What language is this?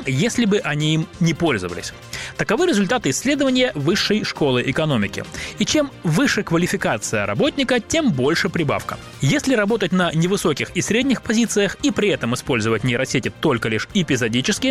Russian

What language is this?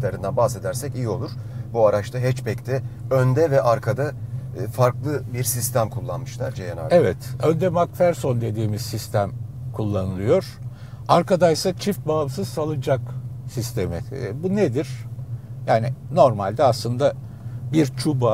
Turkish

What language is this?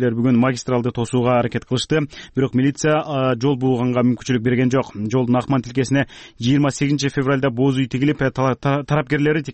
Kyrgyz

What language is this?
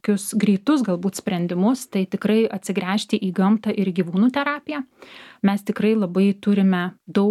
Lithuanian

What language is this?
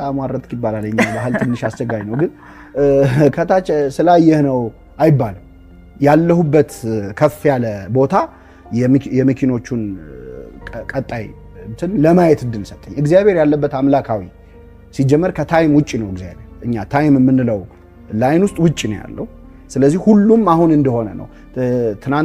Amharic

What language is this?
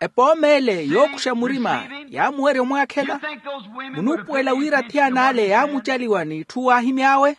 Makhuwa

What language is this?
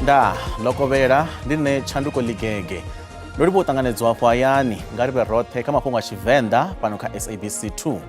Venda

